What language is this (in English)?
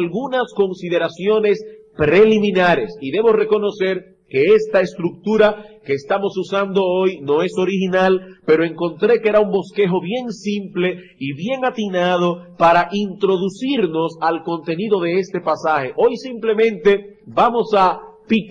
Spanish